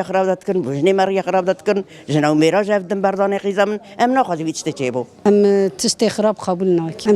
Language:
Kurdish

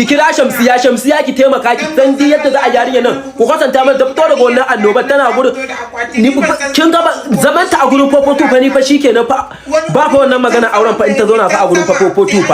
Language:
Hausa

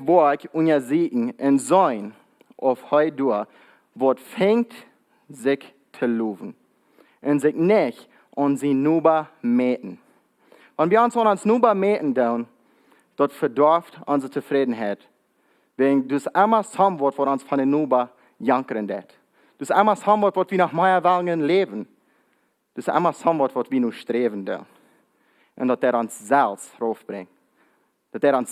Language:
Plautdietsch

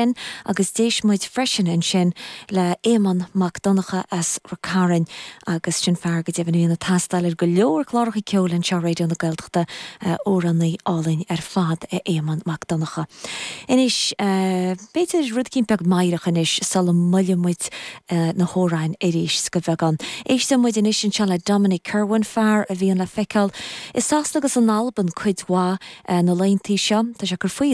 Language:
Irish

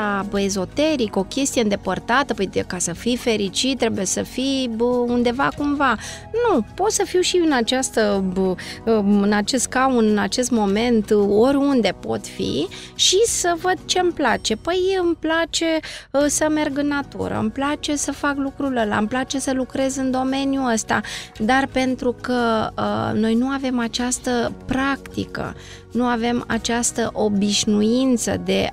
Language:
Romanian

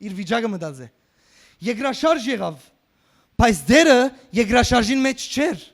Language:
Western Armenian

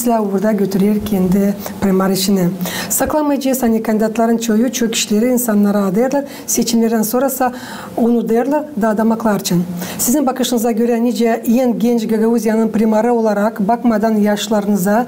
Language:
Gagauz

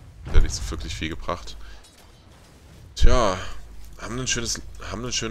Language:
German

